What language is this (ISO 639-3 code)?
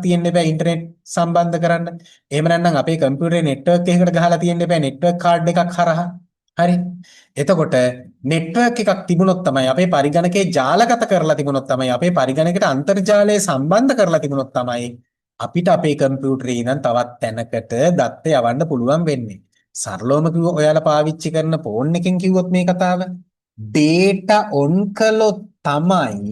sin